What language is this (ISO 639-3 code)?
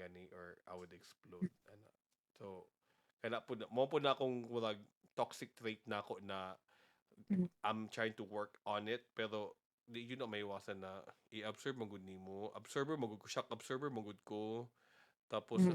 ceb